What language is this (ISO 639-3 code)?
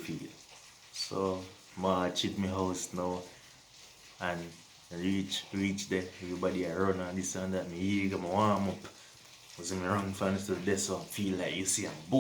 jam